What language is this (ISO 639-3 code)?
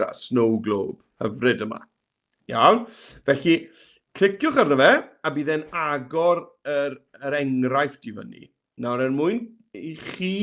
cym